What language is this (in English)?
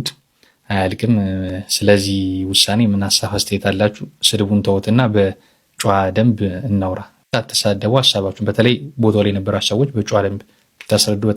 Amharic